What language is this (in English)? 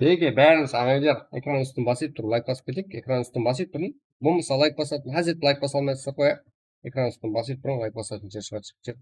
Kara-Kalpak